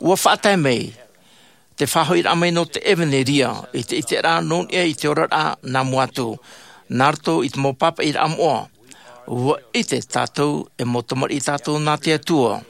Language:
Tahitian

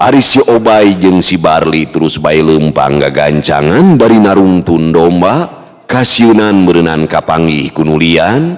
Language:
Sundanese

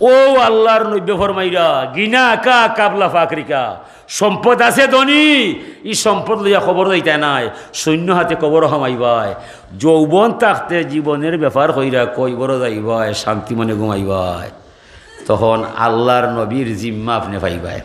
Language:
Sylheti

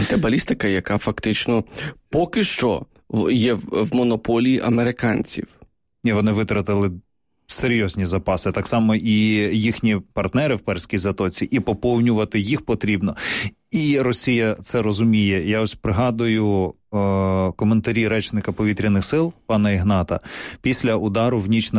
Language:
Ukrainian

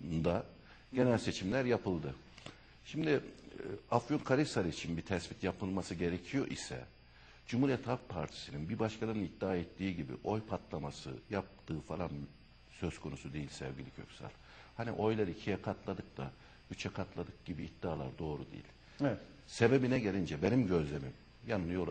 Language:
Turkish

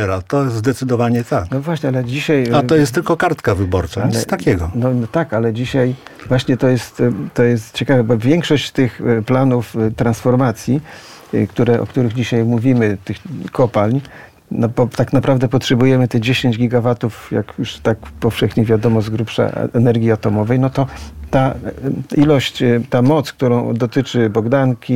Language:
Polish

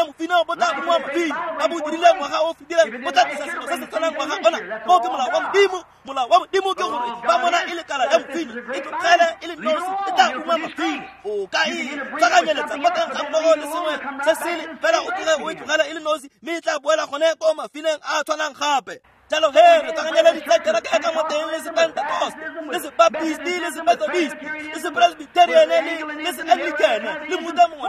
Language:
Tswana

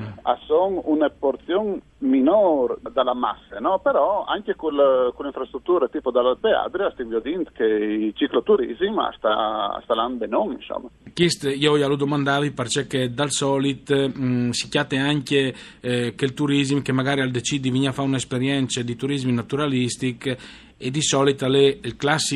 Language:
Friulian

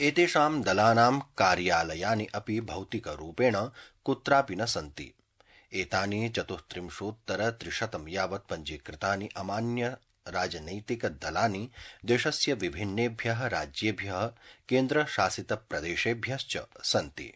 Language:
Sanskrit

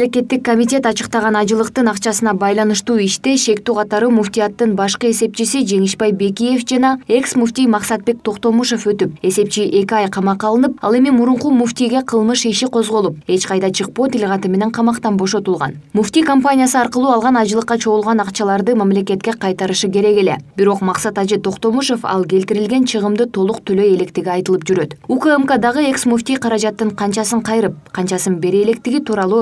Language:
Kyrgyz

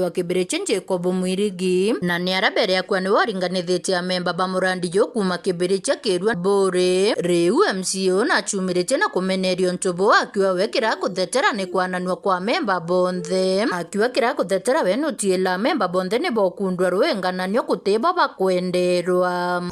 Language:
Meru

